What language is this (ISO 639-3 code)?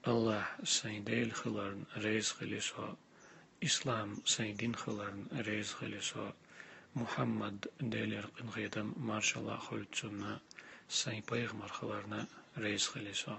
che